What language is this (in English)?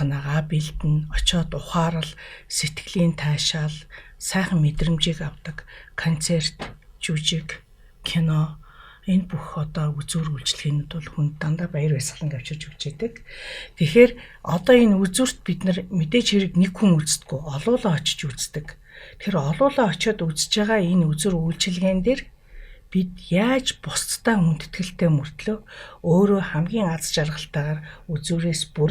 Mongolian